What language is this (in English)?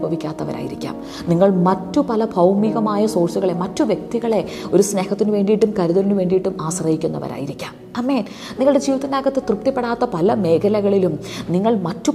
Malayalam